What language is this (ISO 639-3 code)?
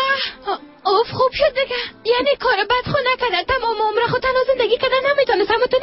fas